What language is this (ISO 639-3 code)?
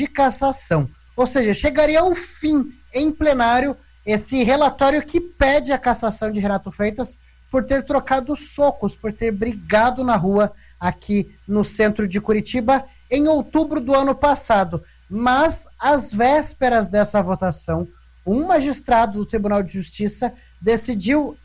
por